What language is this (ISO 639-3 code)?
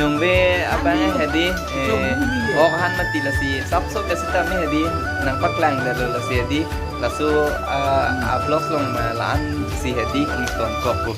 mjw